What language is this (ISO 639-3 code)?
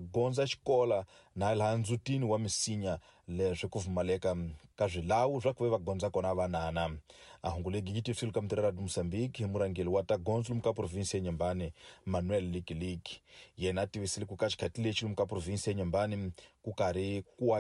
tso